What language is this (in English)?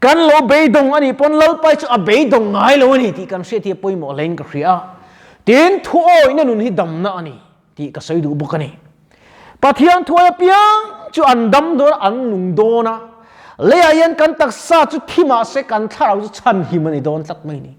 Mizo